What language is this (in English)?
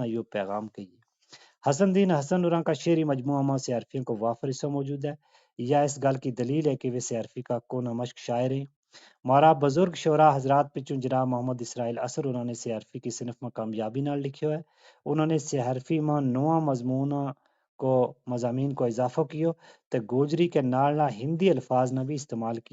Gujari